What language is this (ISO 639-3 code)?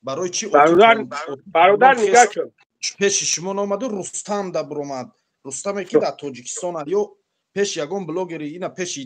tgk